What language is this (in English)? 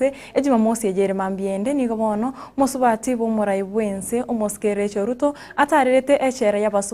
Gusii